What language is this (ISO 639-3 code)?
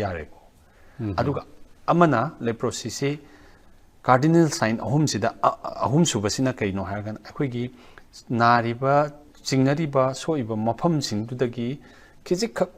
mni